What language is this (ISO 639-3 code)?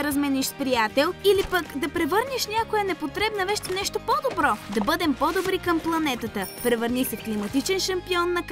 bul